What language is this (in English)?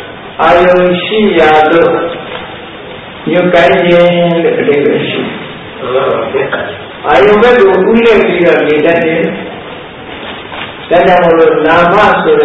Burmese